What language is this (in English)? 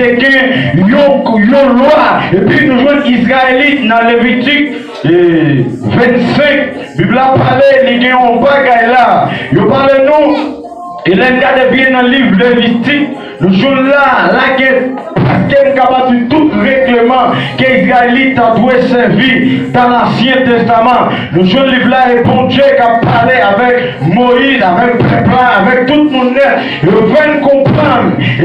Haitian Creole